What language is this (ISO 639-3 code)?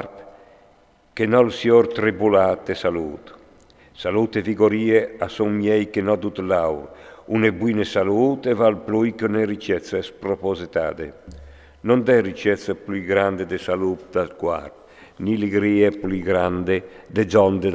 fur